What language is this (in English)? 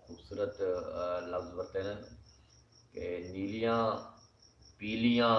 Saraiki